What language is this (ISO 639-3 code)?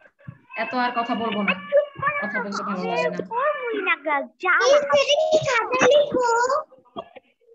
ben